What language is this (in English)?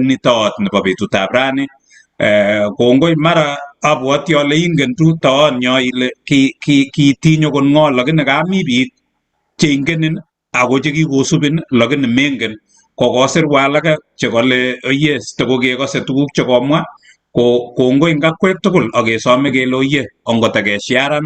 Kalenjin